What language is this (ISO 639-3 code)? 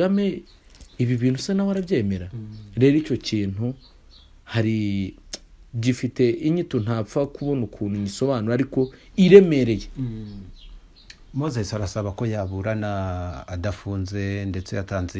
kin